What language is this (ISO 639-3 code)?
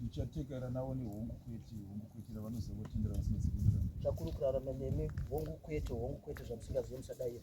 sna